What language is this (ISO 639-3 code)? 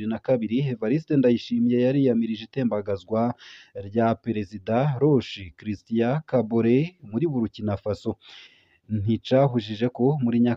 run